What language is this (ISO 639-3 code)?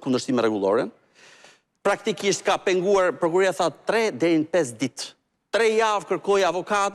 sqi